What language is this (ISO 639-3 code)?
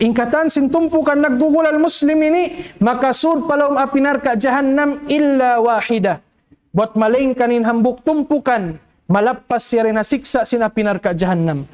tsg